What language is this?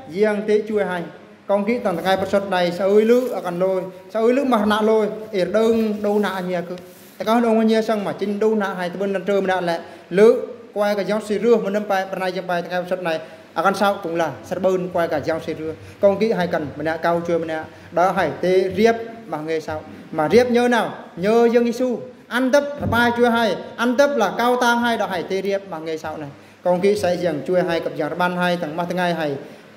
Eastern Bru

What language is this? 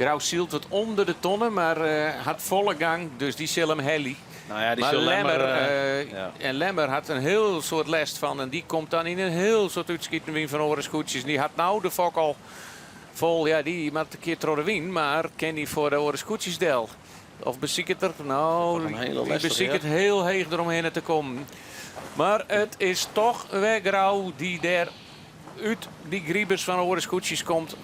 Western Frisian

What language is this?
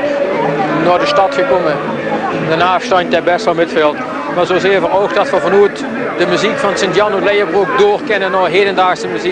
Limburgish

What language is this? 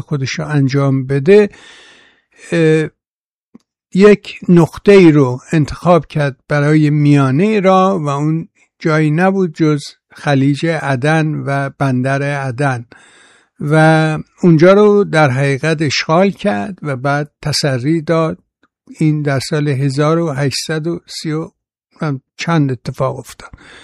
Persian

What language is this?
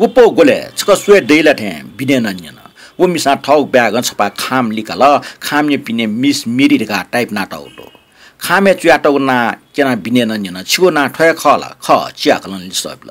Newari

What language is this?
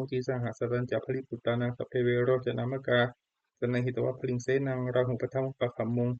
Pali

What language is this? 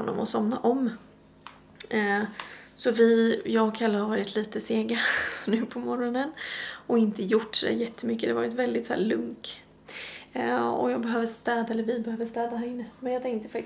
Swedish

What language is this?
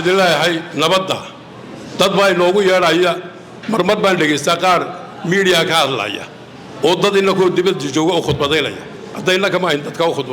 Somali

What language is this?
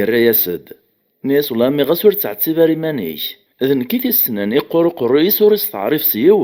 Kabyle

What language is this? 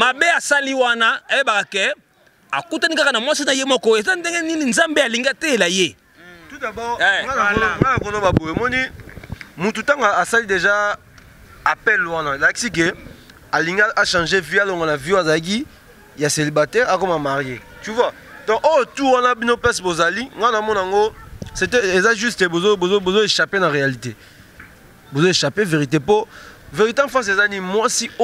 Lingala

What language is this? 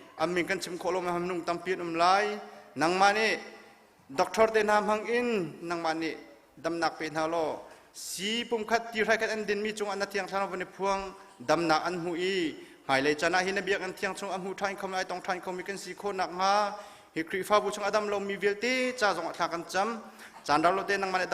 Hakha Chin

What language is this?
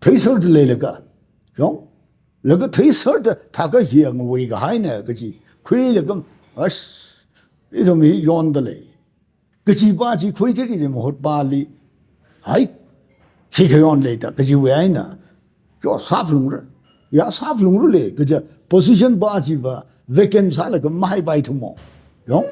Tangkhul Naga (India)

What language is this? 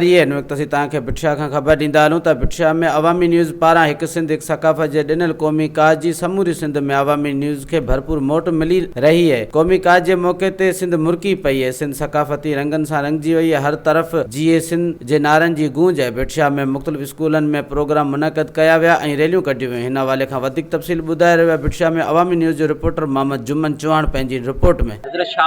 Sindhi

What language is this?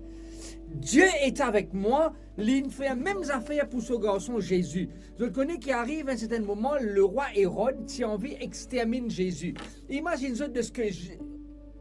Morisyen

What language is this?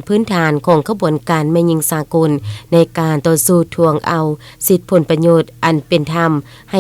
Lao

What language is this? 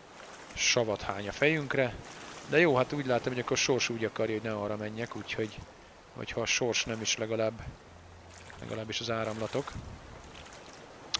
Hungarian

